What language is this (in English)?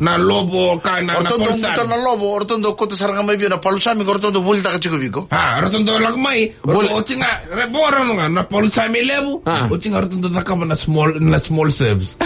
Fijian